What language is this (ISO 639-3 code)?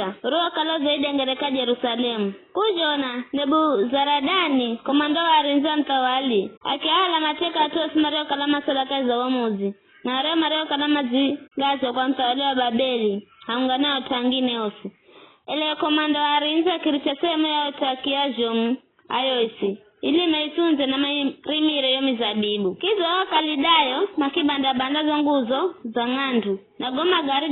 nyf